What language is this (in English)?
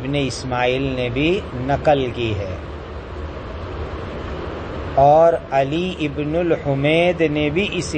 Urdu